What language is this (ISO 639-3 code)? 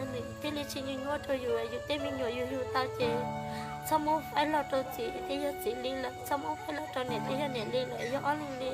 hmn